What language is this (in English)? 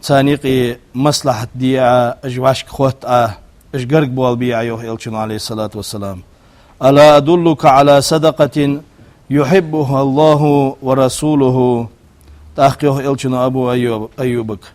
Ingush